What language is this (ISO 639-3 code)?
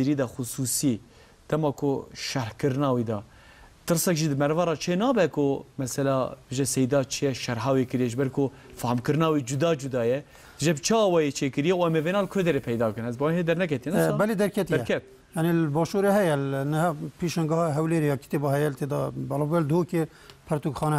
kur